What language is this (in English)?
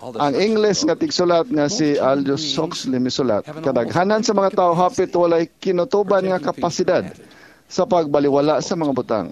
Cebuano